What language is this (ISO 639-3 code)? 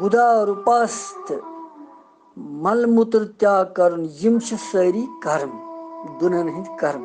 kas